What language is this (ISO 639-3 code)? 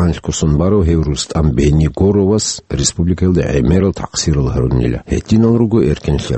ava